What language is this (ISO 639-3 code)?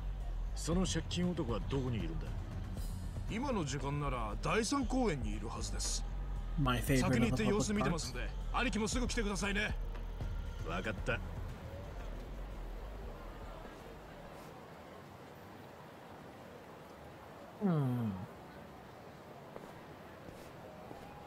jpn